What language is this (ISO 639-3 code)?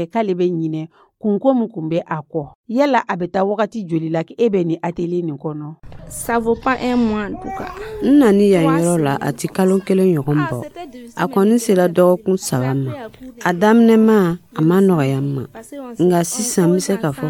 dyu